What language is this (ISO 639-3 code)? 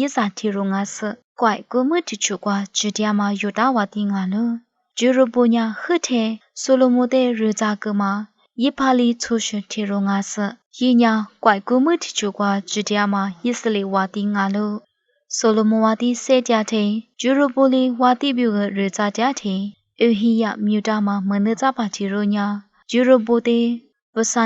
lis